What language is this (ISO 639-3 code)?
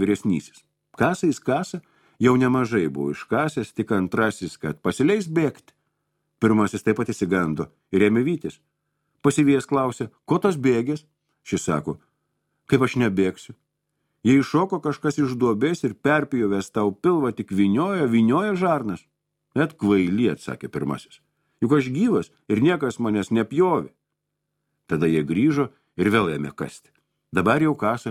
lit